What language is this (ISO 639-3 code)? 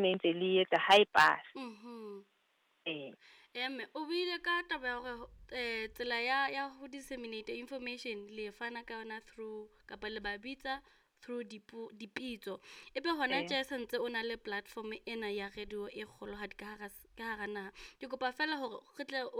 sot